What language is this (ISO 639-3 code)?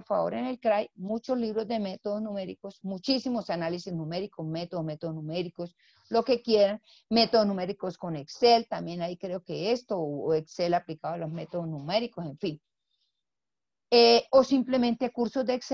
spa